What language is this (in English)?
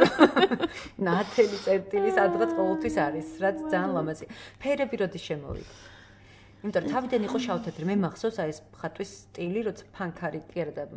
Georgian